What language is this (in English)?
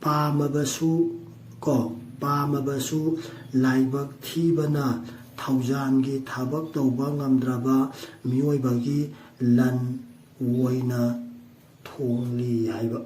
Manipuri